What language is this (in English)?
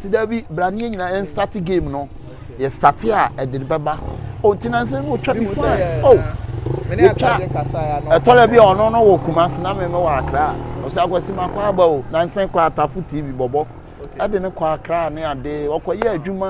Akan